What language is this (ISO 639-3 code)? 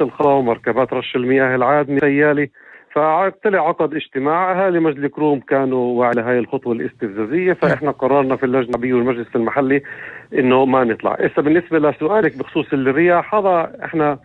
apc